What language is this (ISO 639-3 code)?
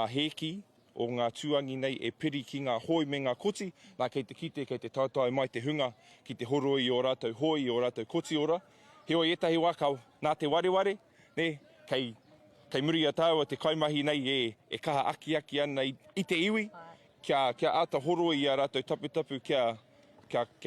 mri